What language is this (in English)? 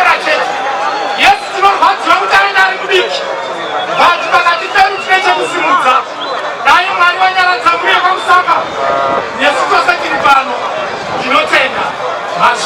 Shona